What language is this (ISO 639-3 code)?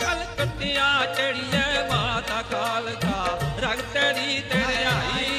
doi